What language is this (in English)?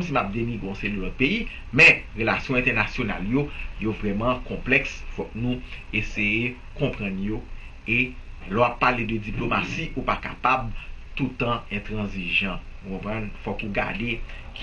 Haitian Creole